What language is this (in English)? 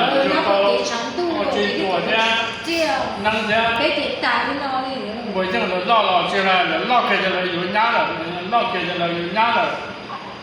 Hmong